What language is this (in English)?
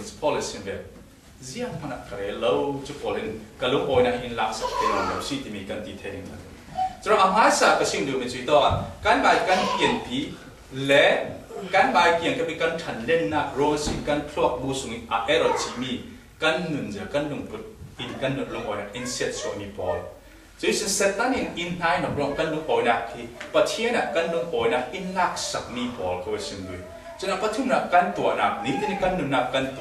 Falam Chin